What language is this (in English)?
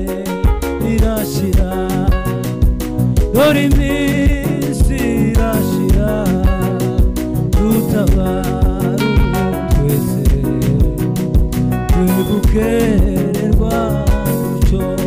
Kinyarwanda